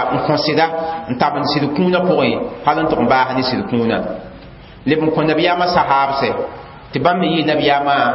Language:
Mossi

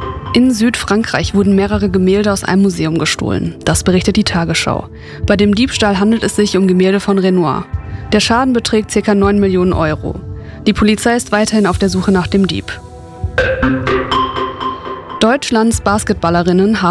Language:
German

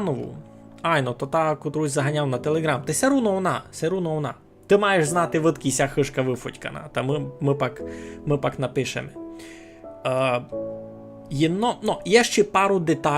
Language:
Rusyn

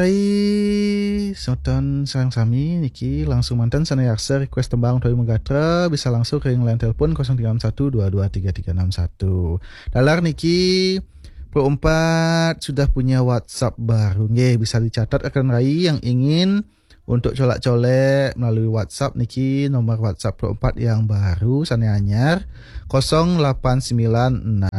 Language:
Balinese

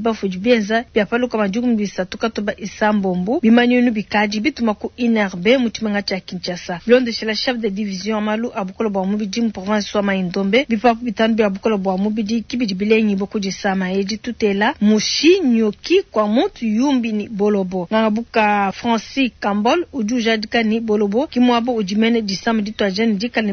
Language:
Luba-Lulua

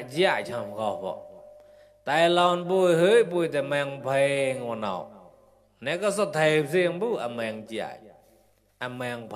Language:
Mon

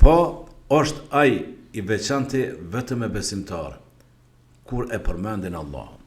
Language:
Albanian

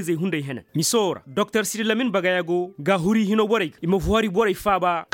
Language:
Koyraboro Senni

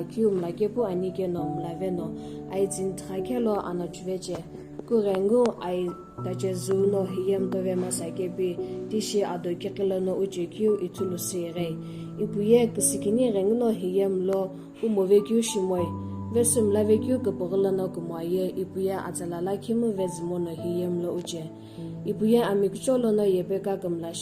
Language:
Sumi Naga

